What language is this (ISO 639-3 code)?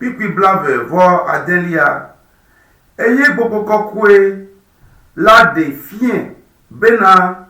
ewe